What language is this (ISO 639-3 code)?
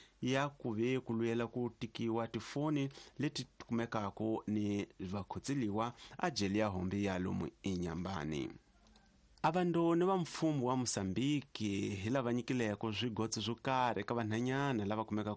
tso